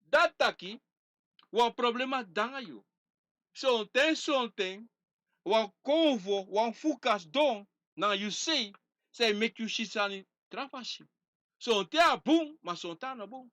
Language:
Sranan Tongo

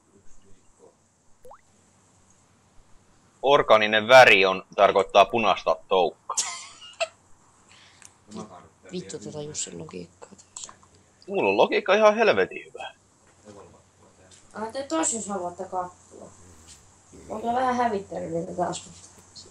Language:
Finnish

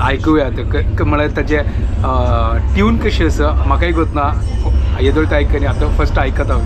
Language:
Konkani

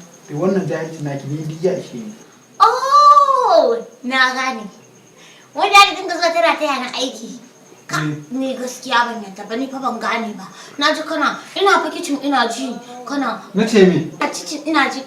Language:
Hausa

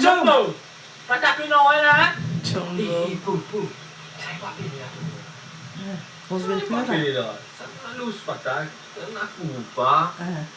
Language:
Morisyen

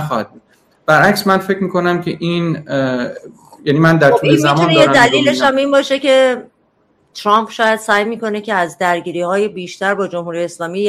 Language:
Persian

